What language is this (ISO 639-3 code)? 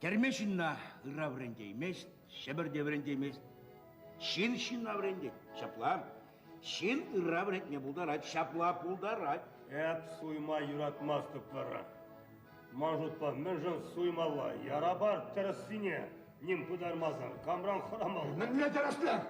chv